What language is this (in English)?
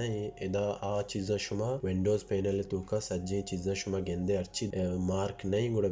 Baluchi